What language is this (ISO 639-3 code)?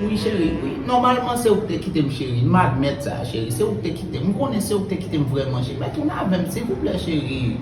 hat